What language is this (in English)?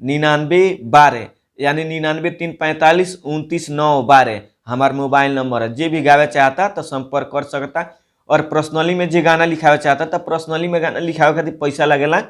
Bhojpuri